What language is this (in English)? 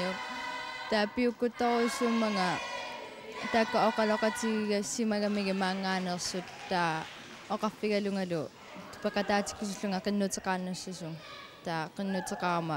Kalaallisut